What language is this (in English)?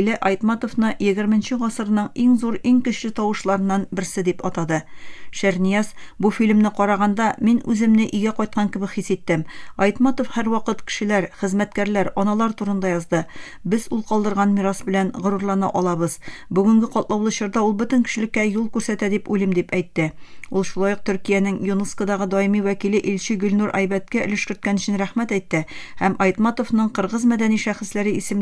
Tatar